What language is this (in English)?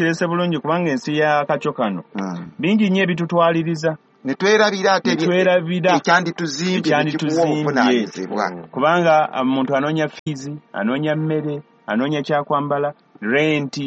Ganda